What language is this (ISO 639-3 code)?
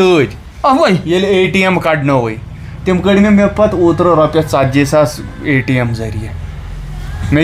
kas